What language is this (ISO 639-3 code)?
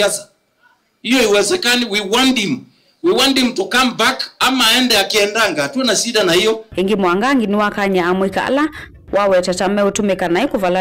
kam